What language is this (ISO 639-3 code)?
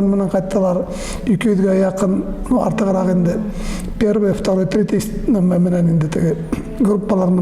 bak